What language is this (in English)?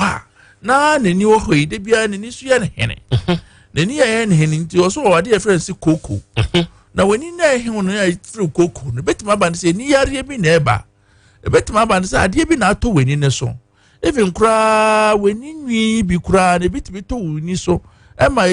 Akan